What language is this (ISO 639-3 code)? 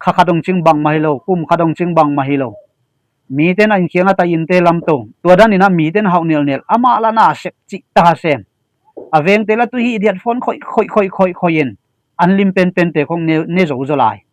ctd